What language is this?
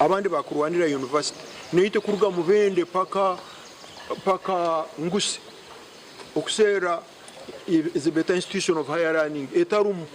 Nyankole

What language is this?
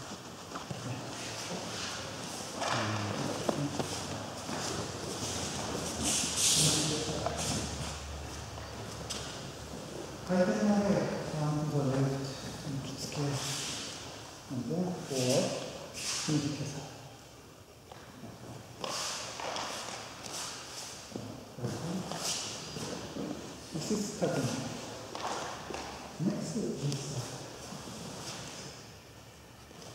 Japanese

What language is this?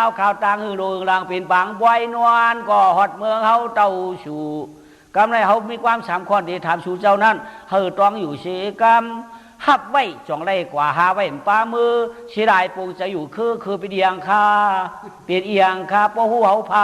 Shan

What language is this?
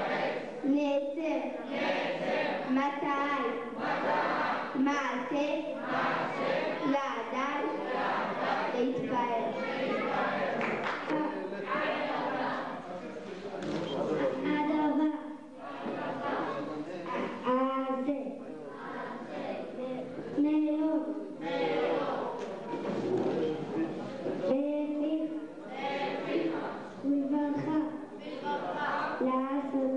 Hebrew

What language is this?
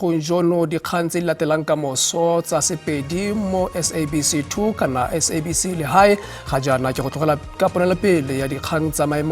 Tswana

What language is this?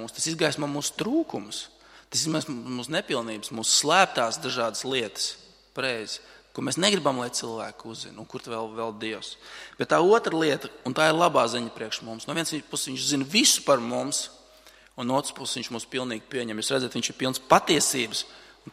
Latvian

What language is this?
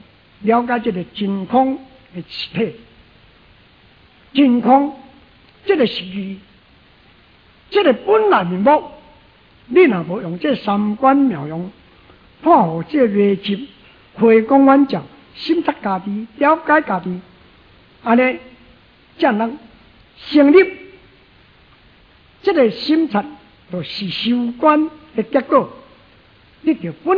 Min Nan Chinese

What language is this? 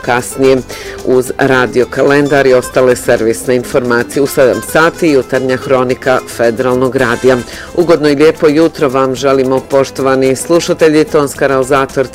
Bosnian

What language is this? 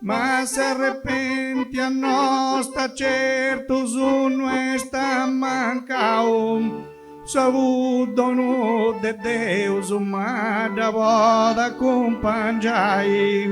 Sardinian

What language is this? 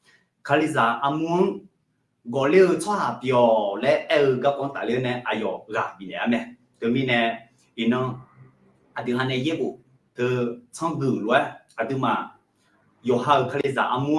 Akha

